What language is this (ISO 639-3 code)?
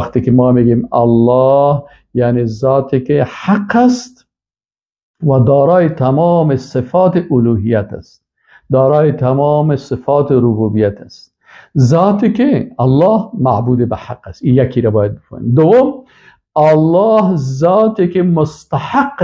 fas